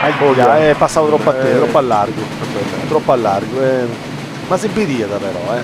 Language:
Sardinian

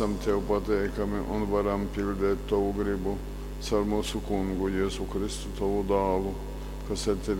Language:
Latgalian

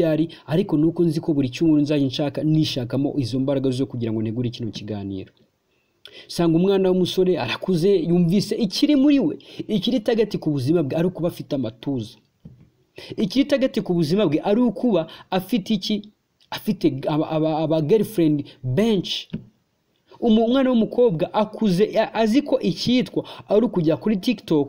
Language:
Kinyarwanda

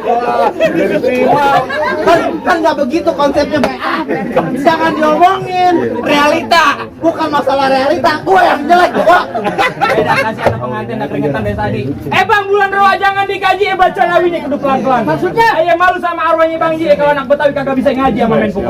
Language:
Betawi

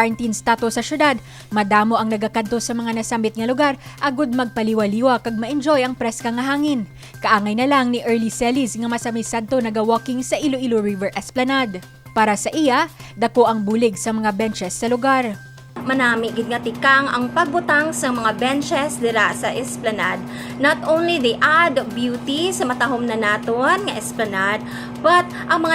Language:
Hiligaynon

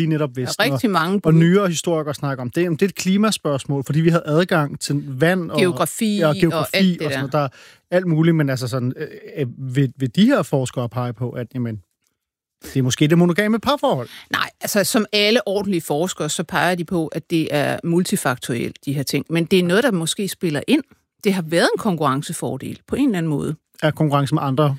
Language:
Danish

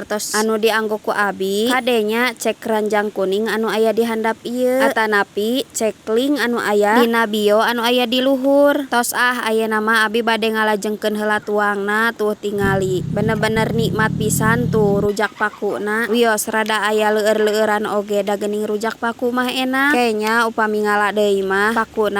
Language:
Sundanese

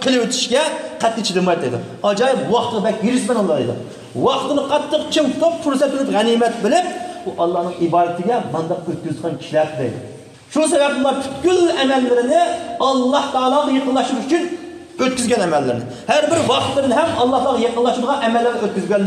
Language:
Uyghur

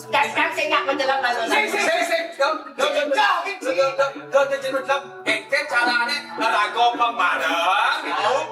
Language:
Balinese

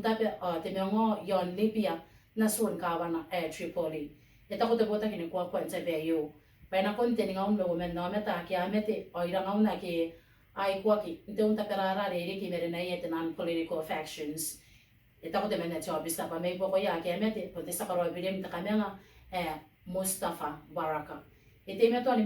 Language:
Gilbertese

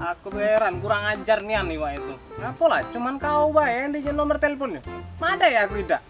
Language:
Musi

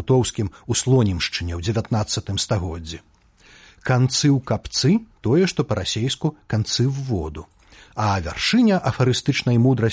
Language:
Belarusian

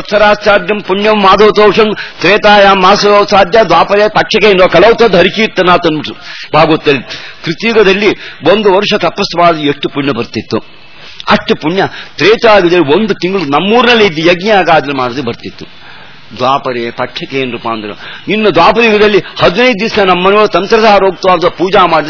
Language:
Kannada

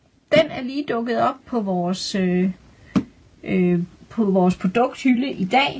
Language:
Danish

